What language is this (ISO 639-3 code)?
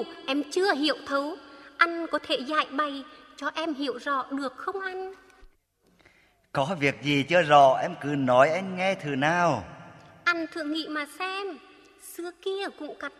vie